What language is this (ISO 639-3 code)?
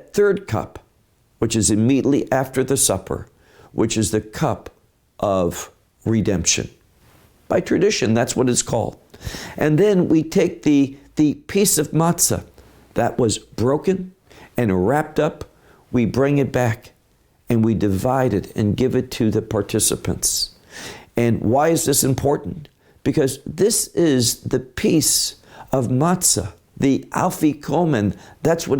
eng